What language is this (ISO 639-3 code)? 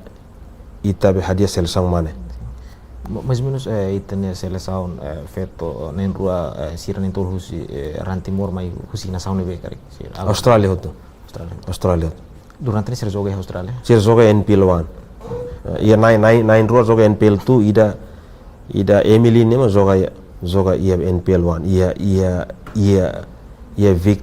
tet